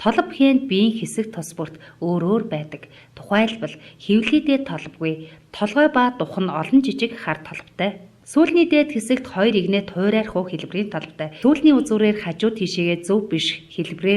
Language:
Mongolian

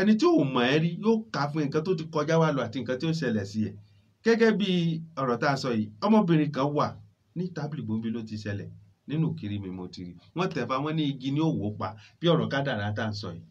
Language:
Yoruba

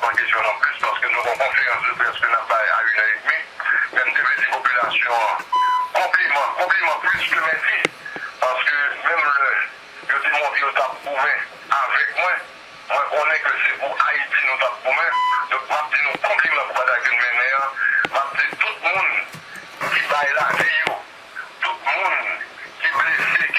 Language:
Haitian Creole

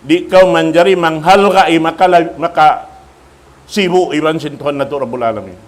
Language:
Tausug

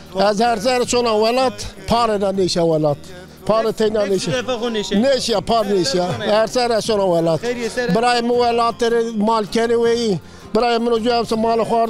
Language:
Zaza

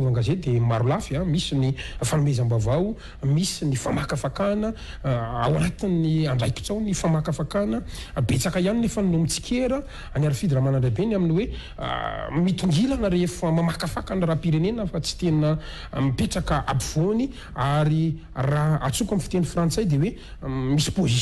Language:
Malagasy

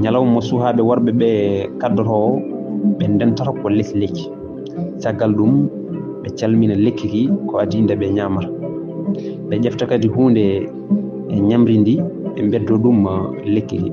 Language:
Fula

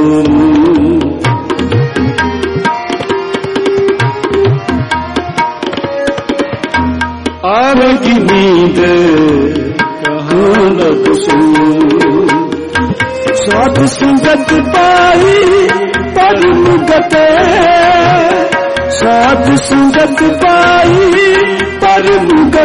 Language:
Hindi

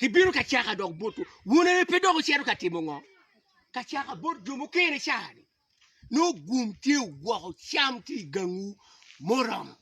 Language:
Acoli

